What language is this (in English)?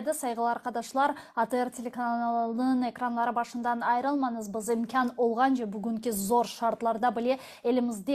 Crimean Tatar